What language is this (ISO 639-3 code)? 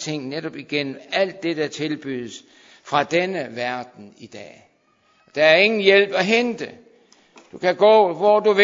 dan